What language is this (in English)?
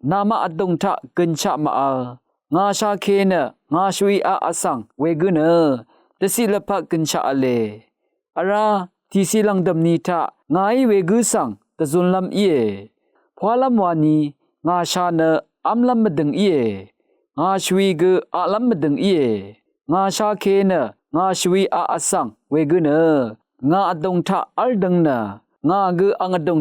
Rawang